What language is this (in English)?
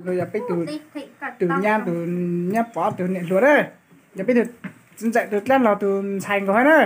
Hmong